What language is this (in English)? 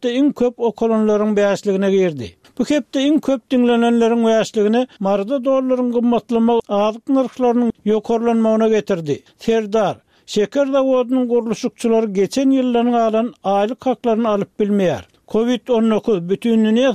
Turkmen